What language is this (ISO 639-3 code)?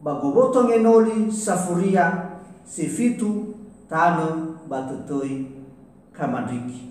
nia